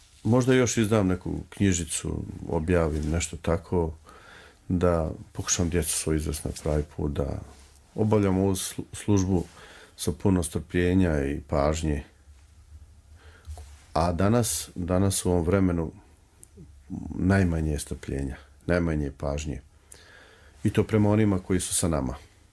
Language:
Croatian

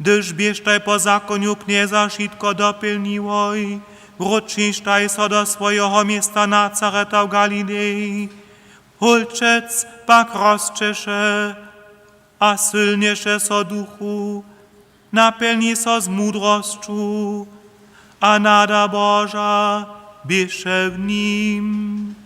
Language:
Upper Sorbian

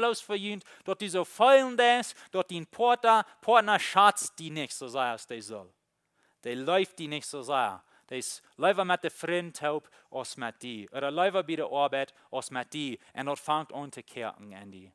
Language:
Plautdietsch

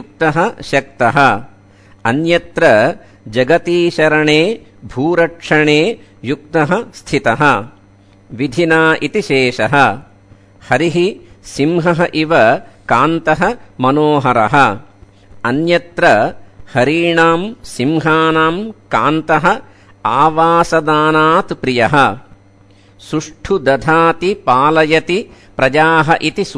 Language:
Sanskrit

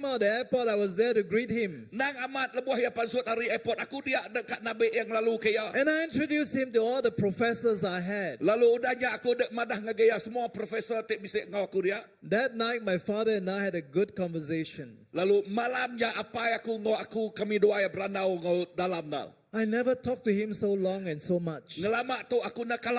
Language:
Iban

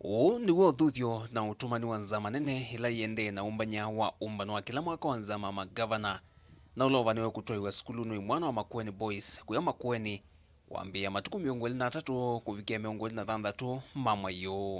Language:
Kamba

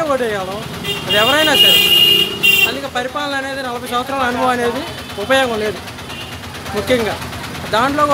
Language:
Telugu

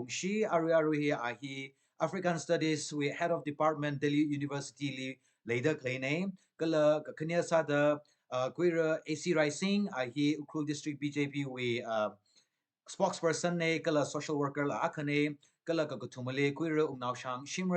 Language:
Tangkhul Naga (India)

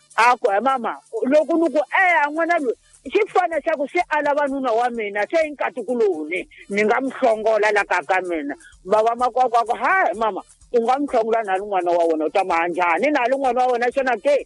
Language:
Tsonga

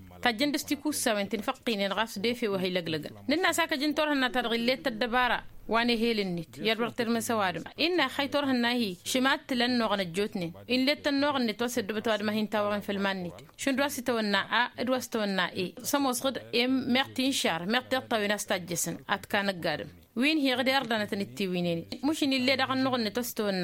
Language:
Tamasheq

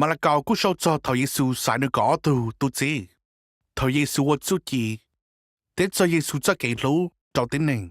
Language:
Hmong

